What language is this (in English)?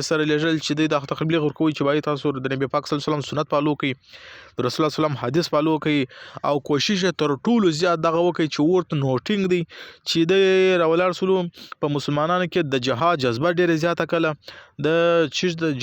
Pashto